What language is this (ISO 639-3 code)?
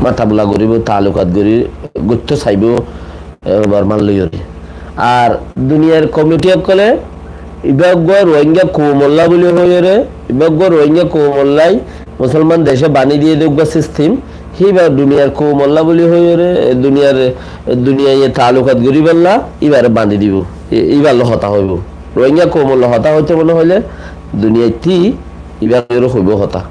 rhg